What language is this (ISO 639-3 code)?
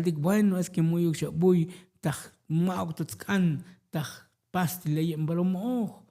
tzo